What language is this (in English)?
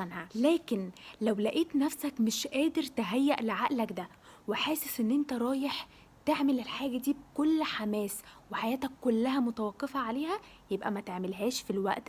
Egyptian Arabic